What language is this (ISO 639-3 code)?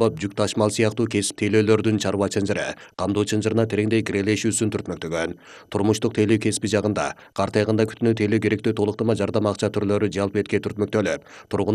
kir